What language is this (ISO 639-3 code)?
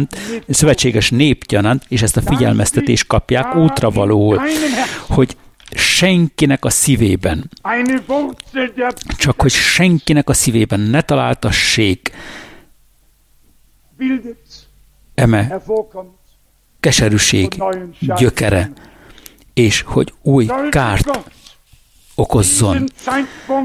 hun